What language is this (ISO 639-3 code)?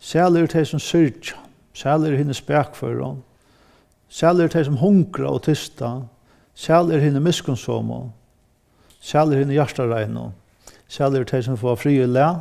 fao